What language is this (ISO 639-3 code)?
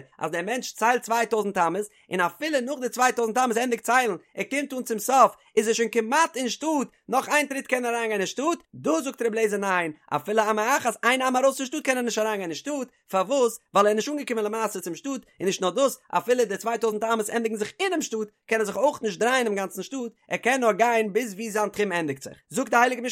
yid